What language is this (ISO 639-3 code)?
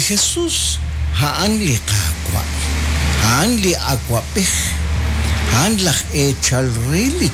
kek